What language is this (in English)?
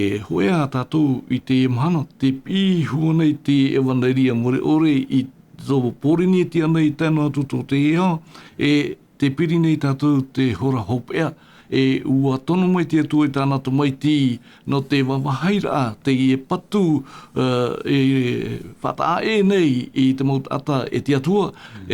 Tahitian